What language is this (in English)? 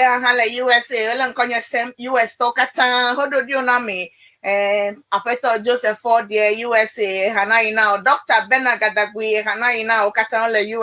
Ewe